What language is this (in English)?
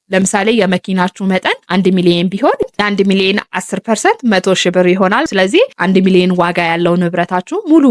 Amharic